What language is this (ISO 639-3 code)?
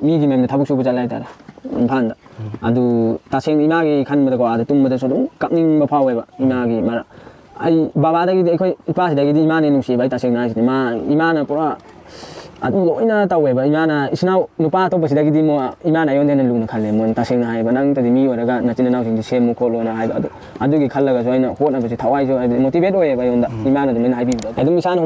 mni